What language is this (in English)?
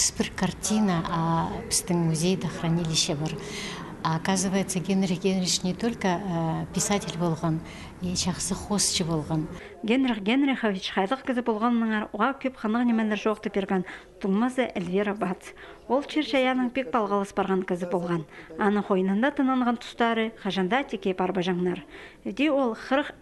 Khakas